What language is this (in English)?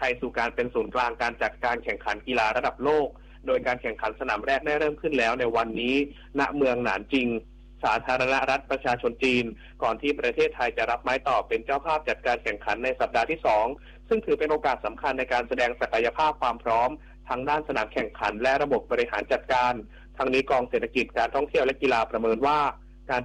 Thai